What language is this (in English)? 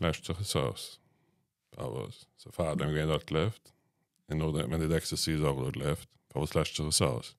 Yiddish